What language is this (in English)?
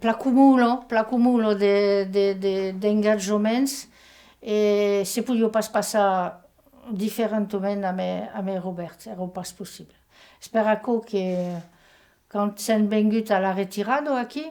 Occitan